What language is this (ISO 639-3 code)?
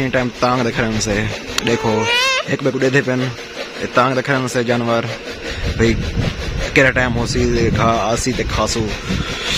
skr